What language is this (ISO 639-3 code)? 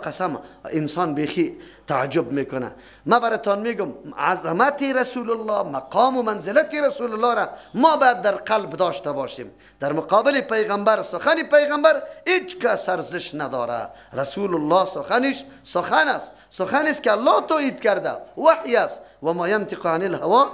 fas